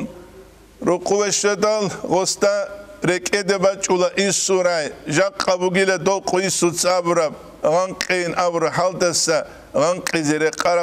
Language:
Avaric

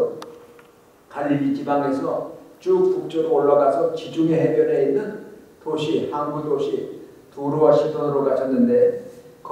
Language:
Korean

